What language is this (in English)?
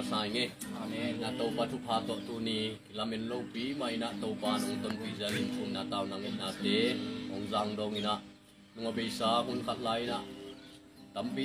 Tedim Chin